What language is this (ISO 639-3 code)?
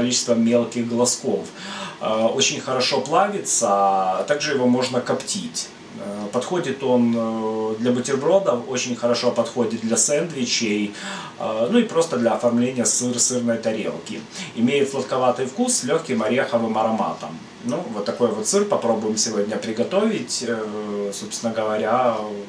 rus